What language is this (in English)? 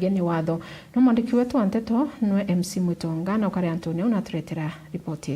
Meru